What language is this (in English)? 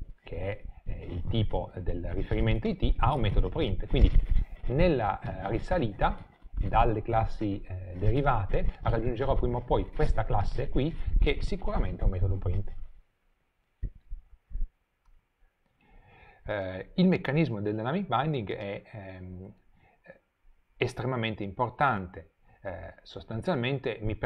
Italian